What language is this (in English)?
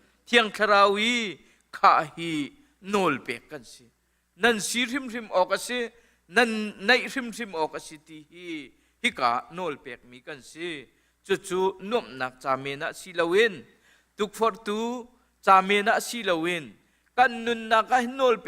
Hakha Chin